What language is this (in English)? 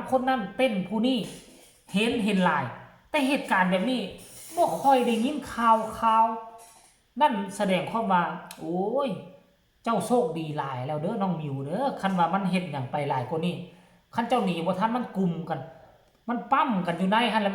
Lao